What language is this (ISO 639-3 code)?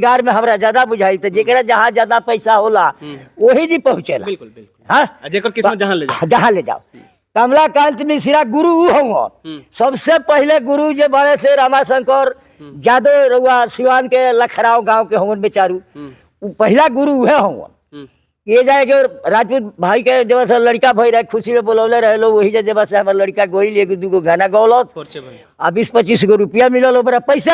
bho